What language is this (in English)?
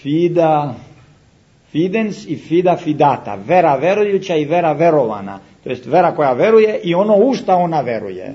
Serbian